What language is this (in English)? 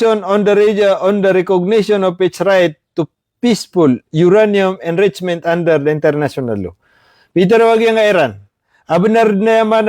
Maranao